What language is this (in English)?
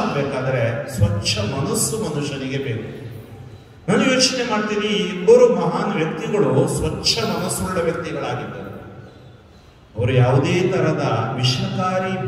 Kannada